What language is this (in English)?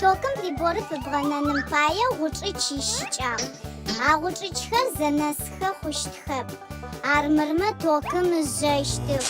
Adyghe